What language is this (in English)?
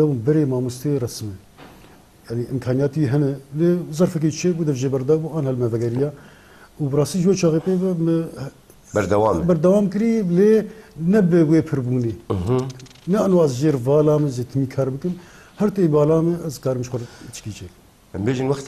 Kurdish